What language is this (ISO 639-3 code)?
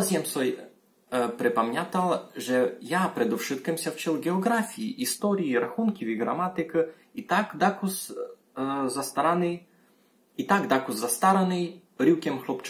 rue